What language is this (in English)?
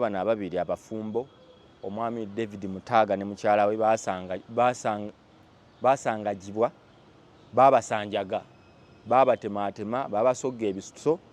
Ganda